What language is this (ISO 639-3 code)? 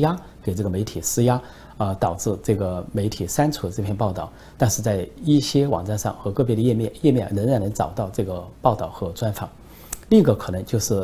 zho